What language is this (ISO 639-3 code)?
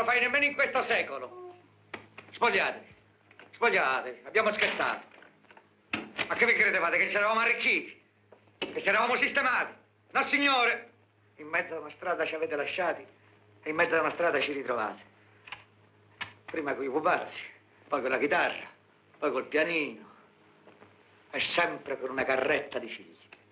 ita